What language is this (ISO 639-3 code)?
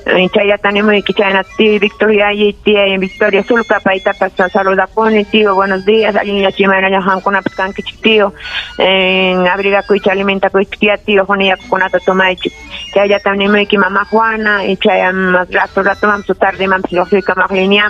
quy